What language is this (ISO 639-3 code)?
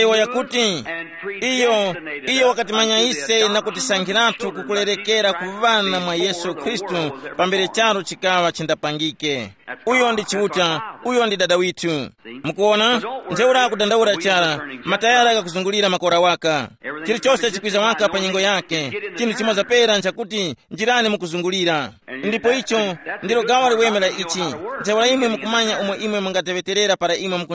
tum